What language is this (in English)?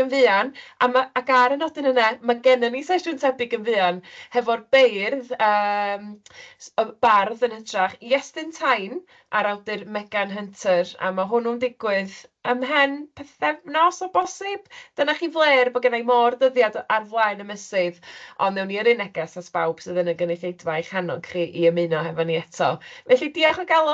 Welsh